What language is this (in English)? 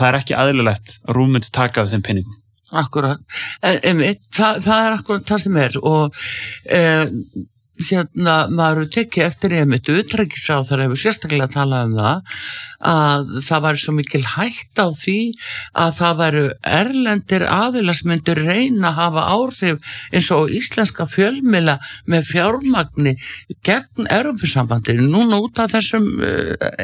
Icelandic